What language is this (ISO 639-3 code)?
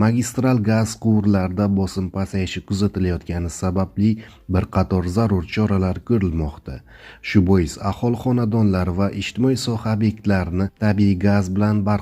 uzb